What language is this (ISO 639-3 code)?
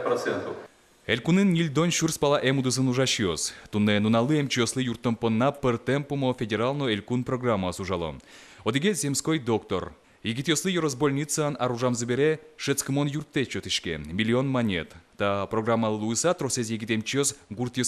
udm